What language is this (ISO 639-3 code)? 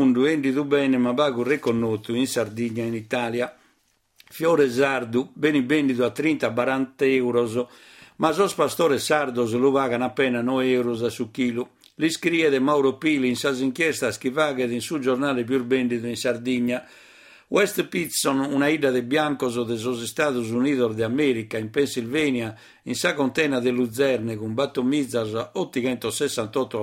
srd